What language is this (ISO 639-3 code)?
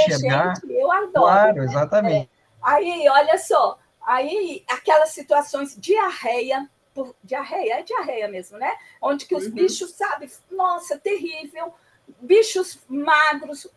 por